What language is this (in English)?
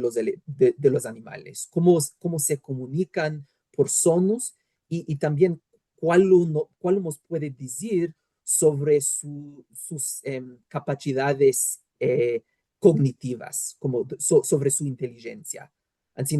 Ladino